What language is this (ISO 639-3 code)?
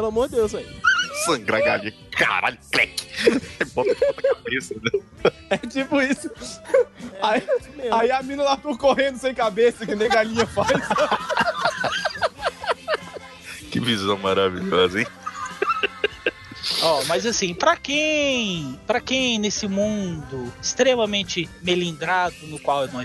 por